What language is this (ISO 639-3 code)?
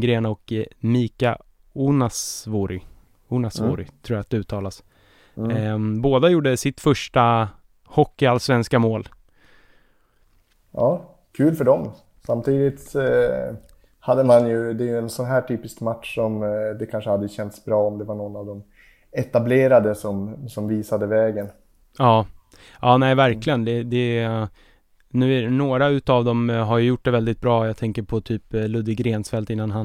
swe